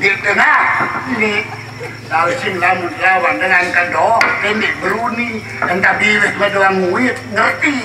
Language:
Sasak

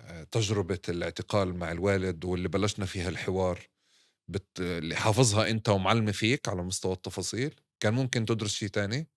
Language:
North Levantine Arabic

